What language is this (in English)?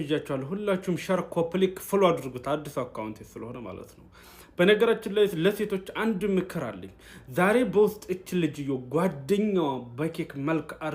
Amharic